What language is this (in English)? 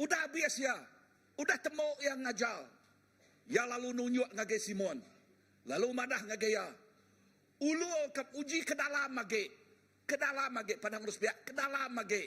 Iban